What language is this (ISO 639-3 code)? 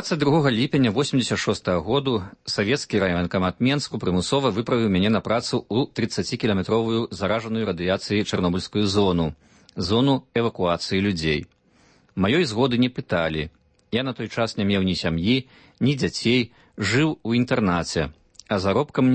bel